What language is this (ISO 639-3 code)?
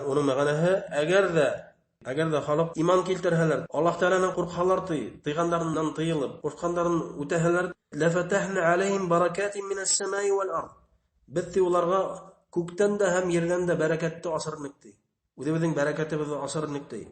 bak